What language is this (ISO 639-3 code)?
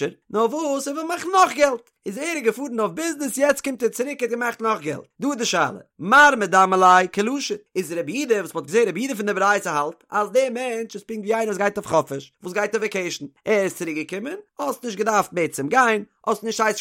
yid